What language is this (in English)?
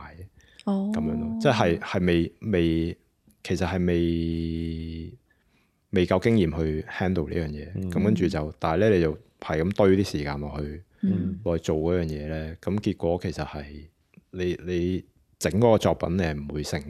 Cantonese